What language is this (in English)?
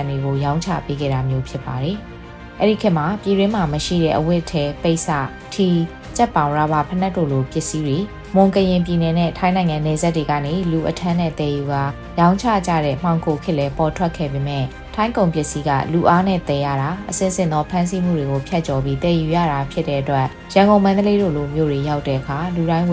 Burmese